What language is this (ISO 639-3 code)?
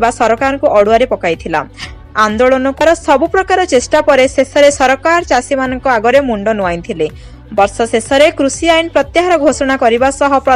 ori